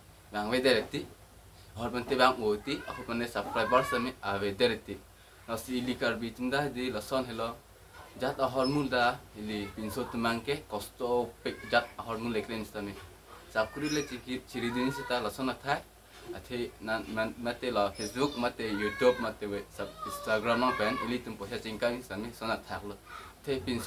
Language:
Karbi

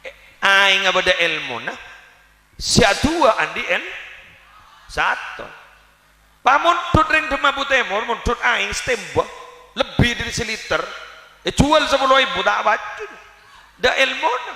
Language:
Madurese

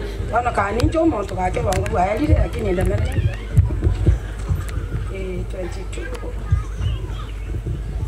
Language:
Gusii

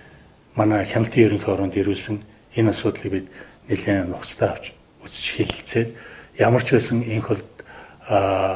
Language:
Mongolian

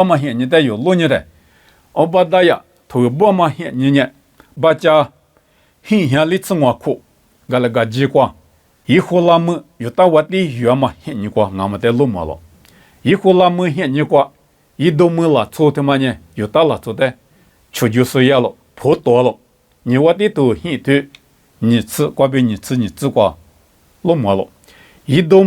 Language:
Lisu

